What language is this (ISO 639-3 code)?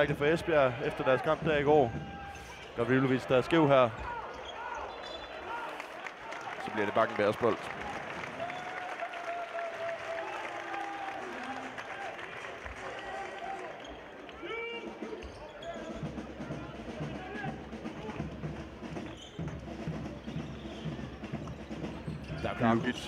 dan